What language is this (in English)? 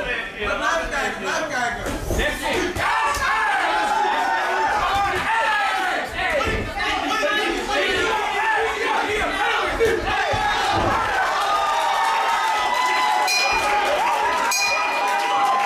Dutch